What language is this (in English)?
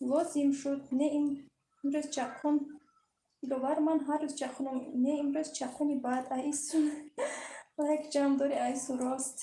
Tajik